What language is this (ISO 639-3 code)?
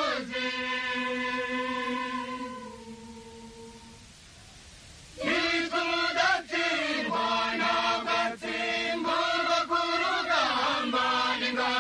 kin